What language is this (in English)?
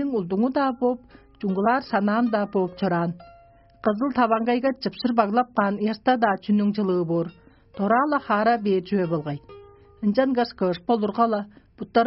Tuvinian